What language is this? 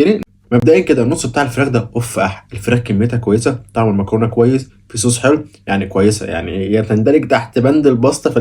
Egyptian Arabic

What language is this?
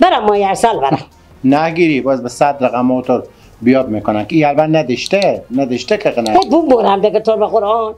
Persian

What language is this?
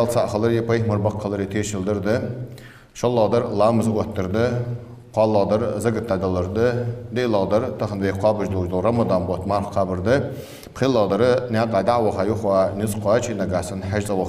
Ingush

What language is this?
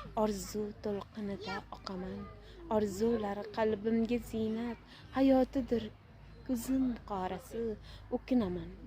Uzbek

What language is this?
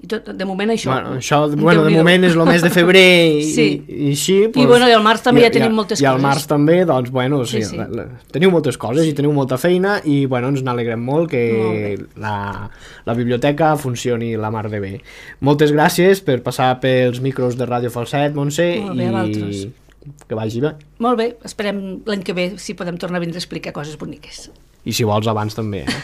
Catalan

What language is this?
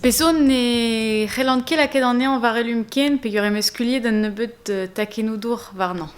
Breton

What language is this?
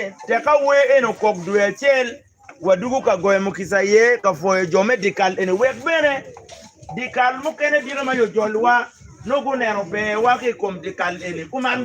Acoli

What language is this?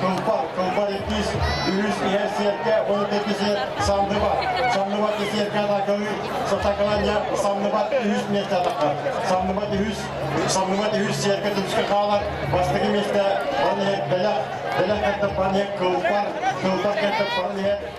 Yakut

